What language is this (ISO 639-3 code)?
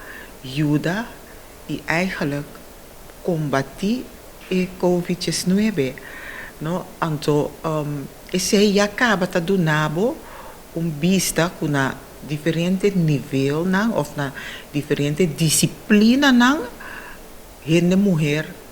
pap